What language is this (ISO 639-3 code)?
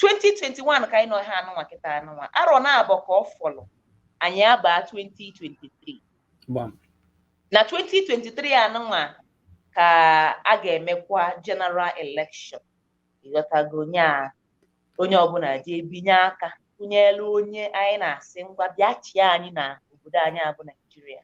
ibo